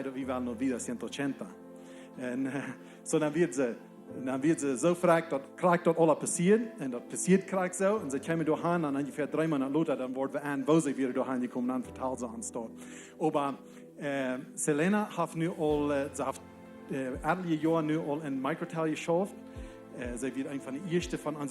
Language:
Plautdietsch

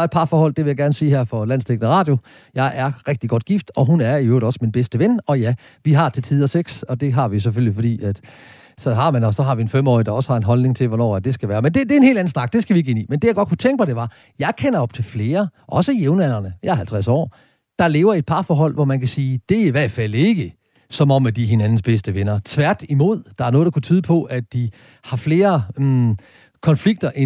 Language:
Danish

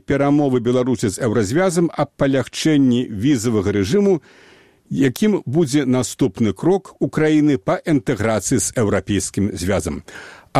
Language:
Belarusian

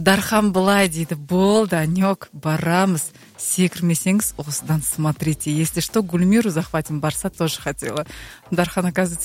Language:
Kazakh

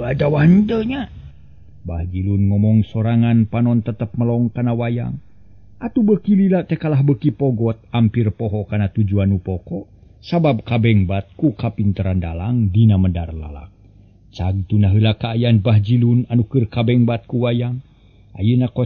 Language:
Sundanese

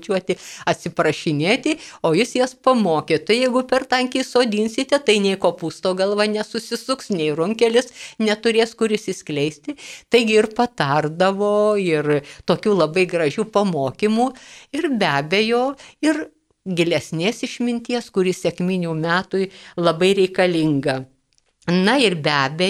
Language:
Lithuanian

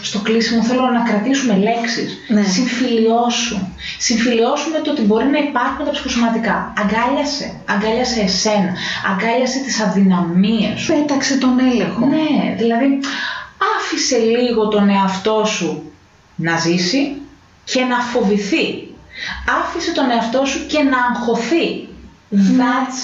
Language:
Greek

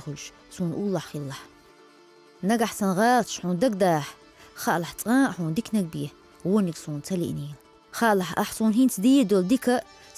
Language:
Chechen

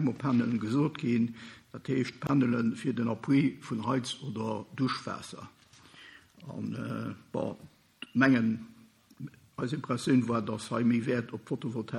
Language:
Luxembourgish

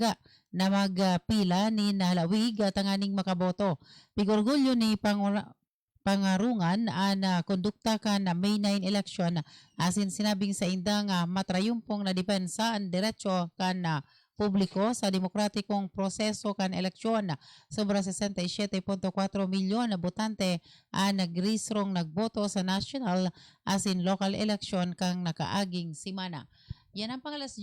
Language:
Bikol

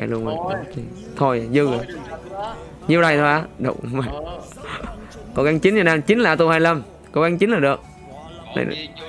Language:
Vietnamese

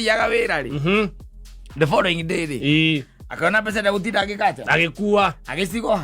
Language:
Kikuyu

